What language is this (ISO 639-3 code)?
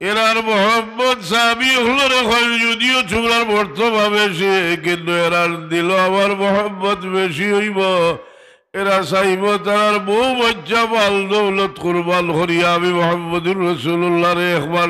syl